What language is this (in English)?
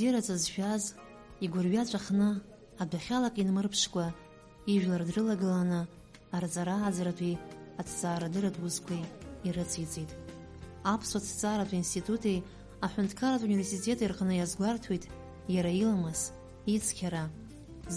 Abkhazian